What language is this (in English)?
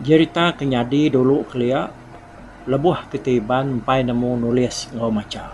Iban